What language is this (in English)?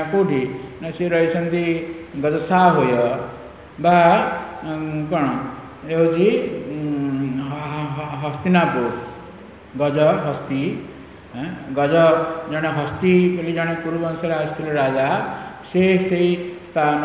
Odia